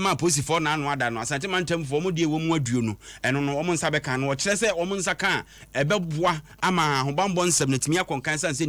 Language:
Akan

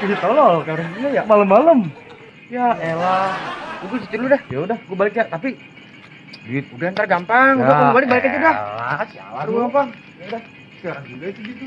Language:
Betawi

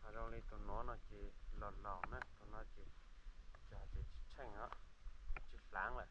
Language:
Hmong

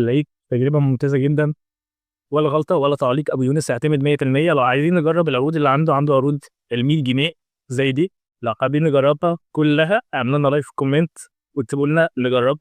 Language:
Egyptian Arabic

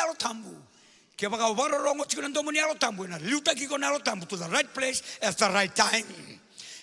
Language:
Fijian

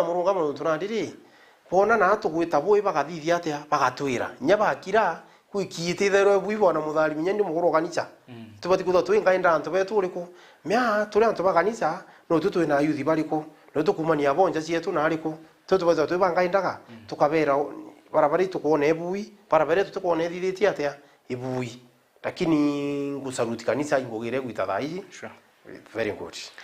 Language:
Meru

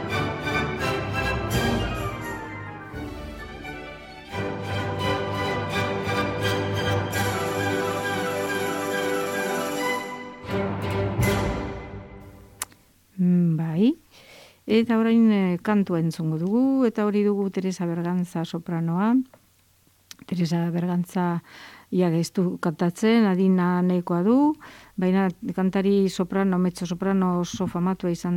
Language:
Basque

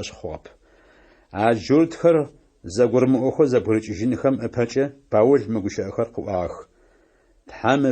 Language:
Adyghe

